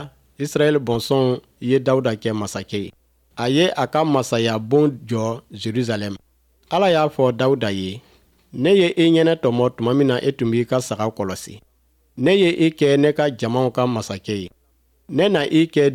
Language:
Bambara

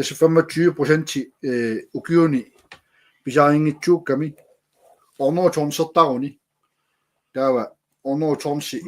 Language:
Kalaallisut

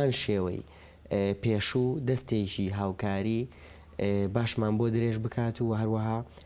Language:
Central Kurdish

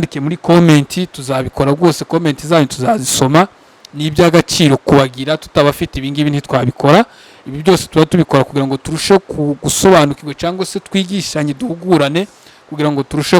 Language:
Kinyarwanda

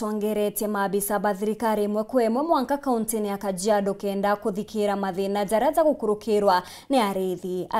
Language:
Meru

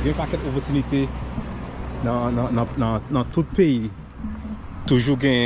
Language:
Haitian Creole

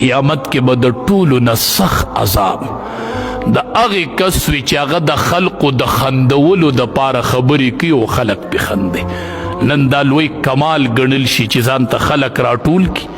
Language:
Pashto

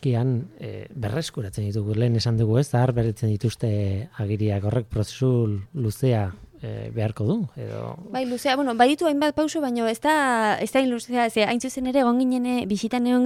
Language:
Basque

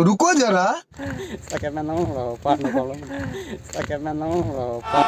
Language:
Karbi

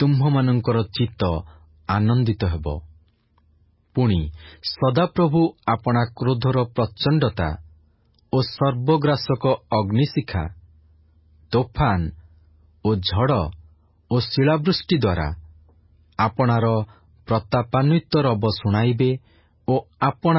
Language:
Odia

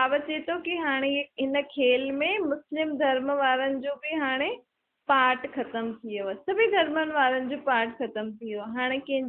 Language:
Sindhi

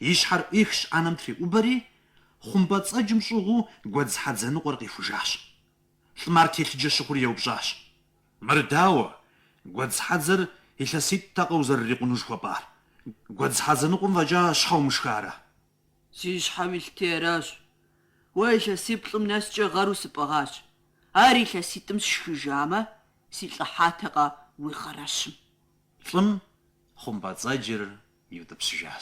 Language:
Kabardian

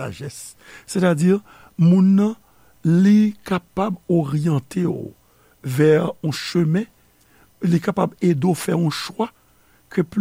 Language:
Haitian Creole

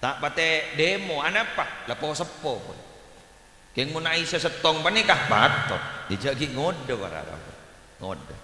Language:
Madurese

